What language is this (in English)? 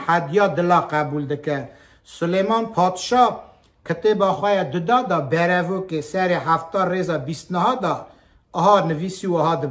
Kurdish